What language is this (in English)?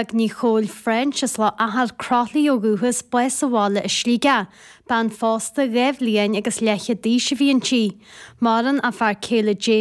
Irish